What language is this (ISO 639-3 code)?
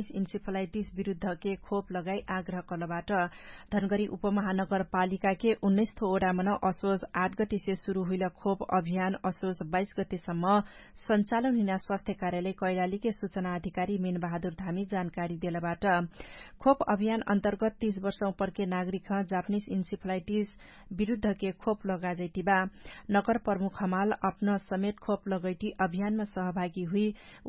thl